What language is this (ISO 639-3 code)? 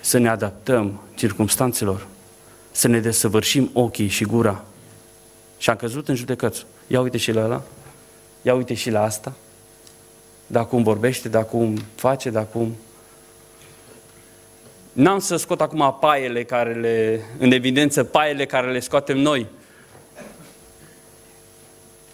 ron